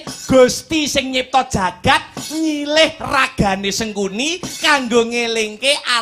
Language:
Javanese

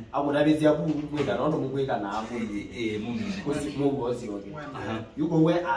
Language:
Kamba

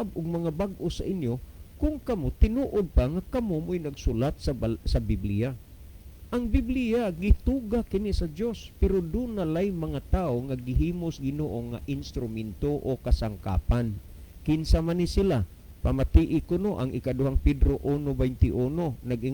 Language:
Cebuano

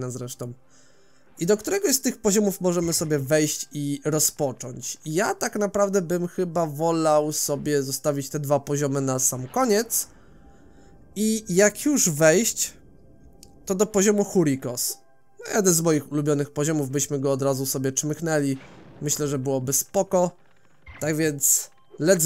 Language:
Polish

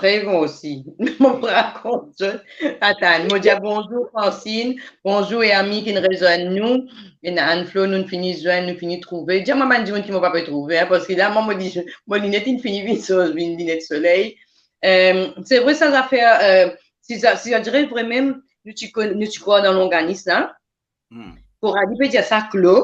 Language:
Morisyen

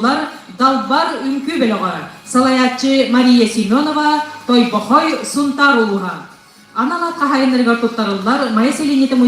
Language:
Yakut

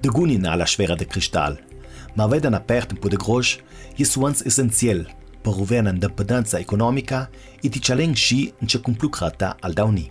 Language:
Ladin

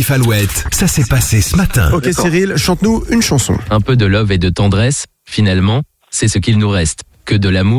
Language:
French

